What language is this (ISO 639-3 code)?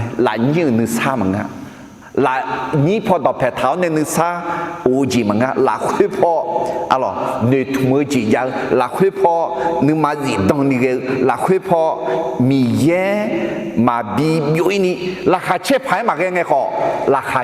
ahk